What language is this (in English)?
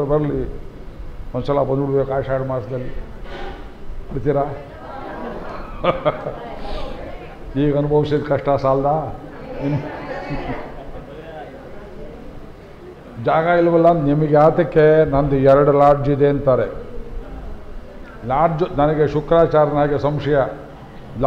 Kannada